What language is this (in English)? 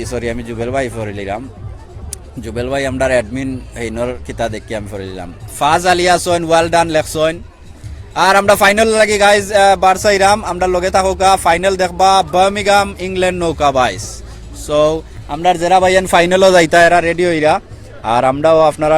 Sylheti